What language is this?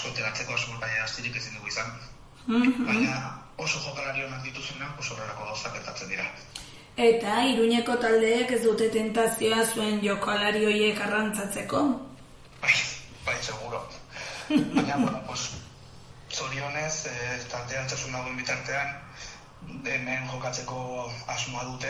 Basque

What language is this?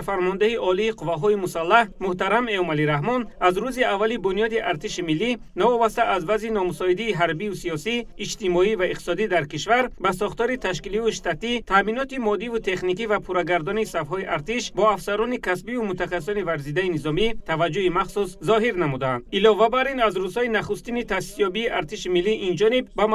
Tajik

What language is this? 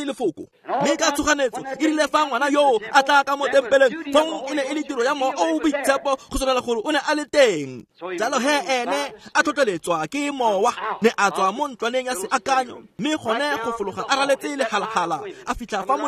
Tswana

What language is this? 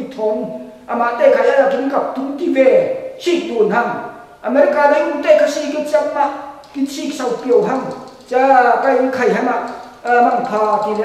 Falam Chin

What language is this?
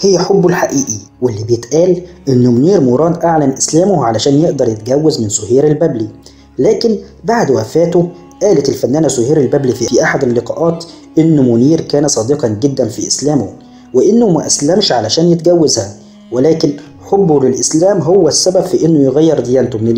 Egyptian Arabic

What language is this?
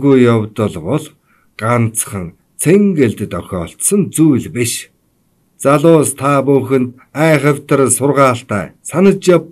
Mongolian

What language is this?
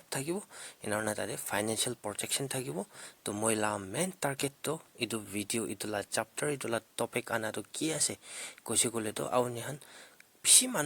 Naga Pidgin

